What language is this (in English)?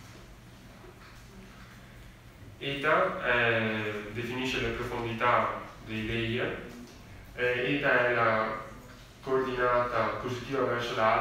Italian